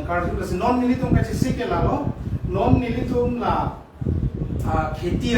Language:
Karbi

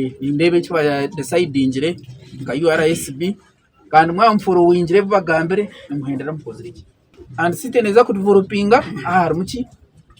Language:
Nyankole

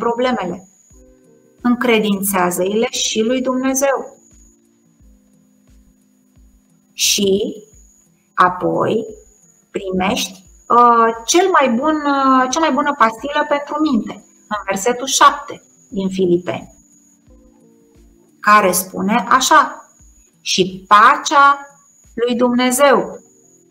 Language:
Romanian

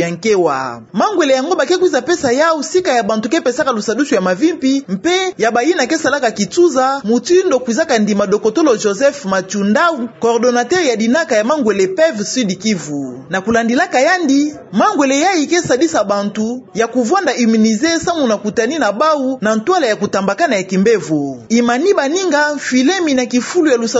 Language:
Kituba (Democratic Republic of Congo)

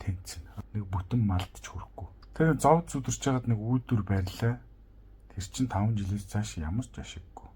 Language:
Mongolian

